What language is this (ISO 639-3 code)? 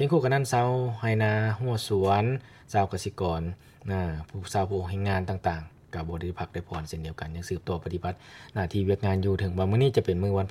lao